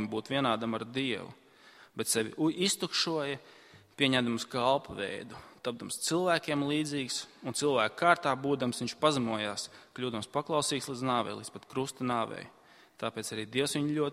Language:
Latvian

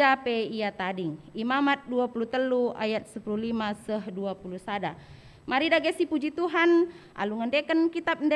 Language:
Batak Karo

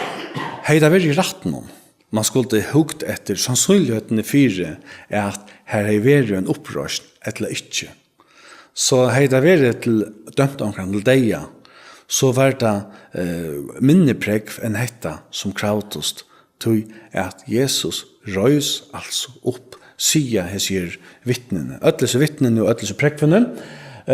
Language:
Faroese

